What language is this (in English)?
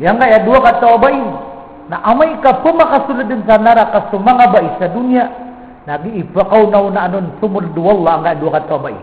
Maranao